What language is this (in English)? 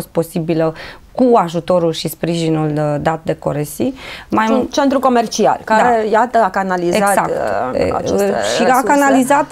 Romanian